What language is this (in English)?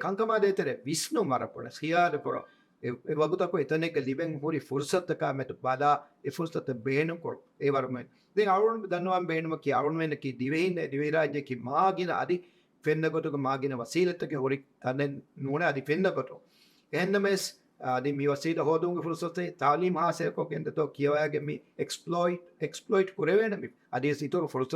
Divehi